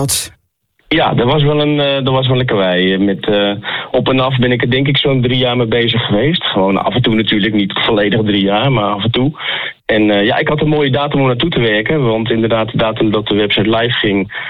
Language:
Dutch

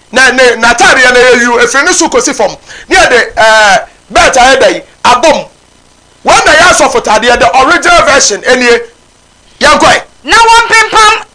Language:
Akan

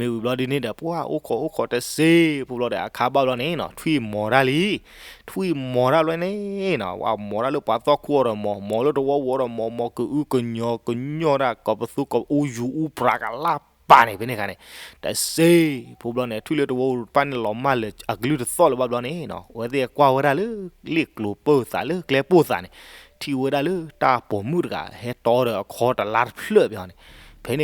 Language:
S'gaw Karen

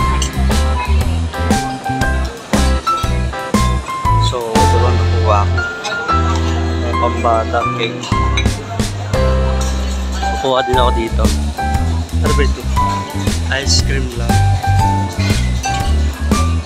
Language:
Filipino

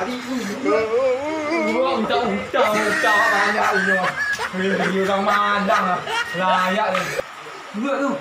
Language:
Minangkabau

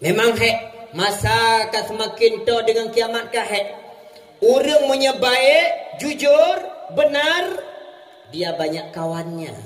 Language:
Achinese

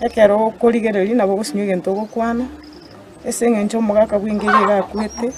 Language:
Gusii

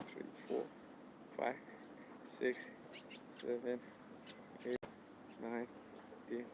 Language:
Manipuri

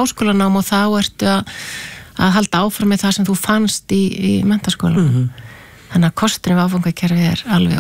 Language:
Icelandic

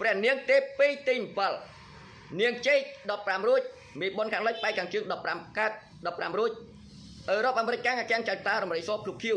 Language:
Khmer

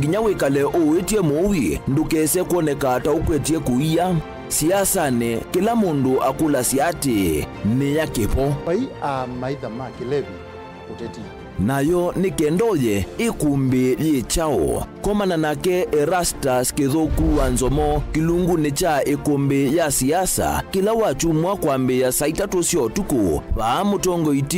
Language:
Kamba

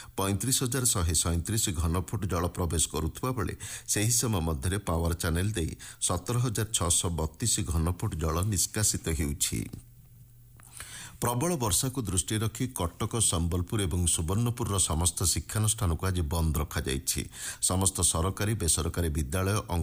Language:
Odia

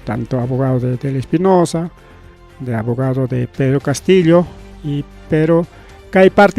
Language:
Ayacucho Quechua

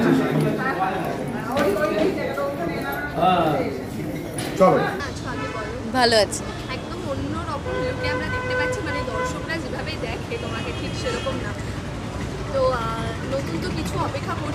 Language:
Bangla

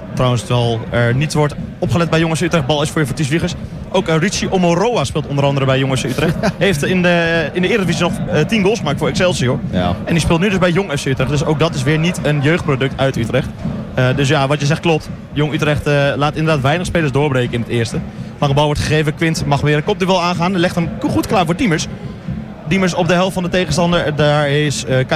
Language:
Dutch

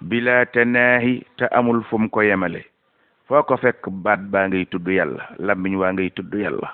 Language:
Wolof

